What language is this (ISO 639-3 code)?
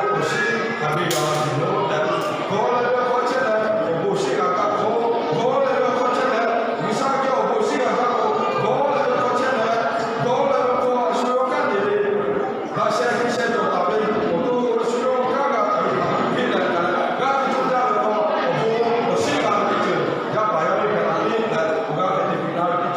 lhu